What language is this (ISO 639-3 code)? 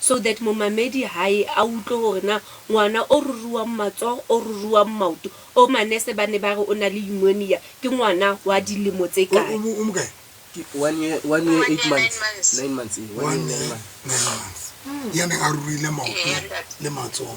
sot